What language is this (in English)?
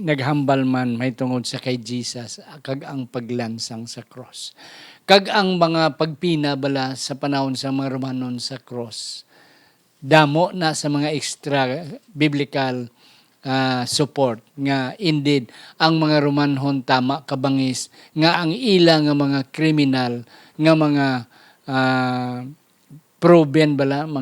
Hiligaynon